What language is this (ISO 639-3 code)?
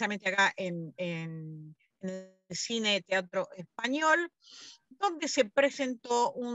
spa